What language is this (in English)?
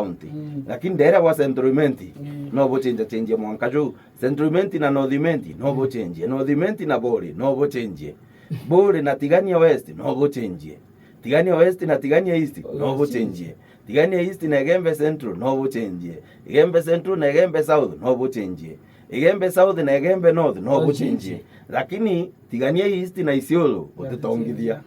Meru